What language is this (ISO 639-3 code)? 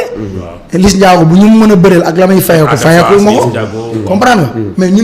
wol